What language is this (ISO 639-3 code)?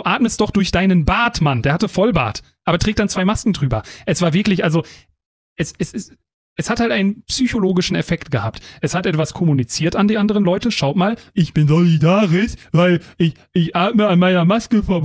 deu